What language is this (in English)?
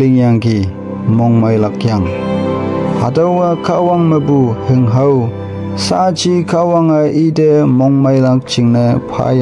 Konyak Naga